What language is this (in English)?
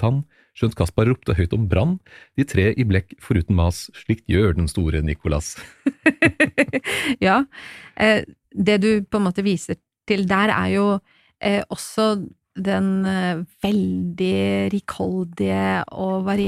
Norwegian